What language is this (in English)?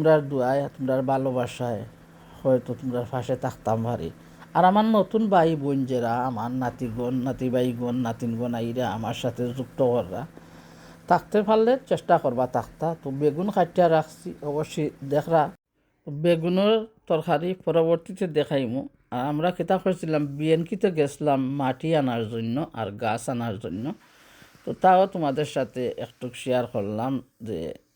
Sylheti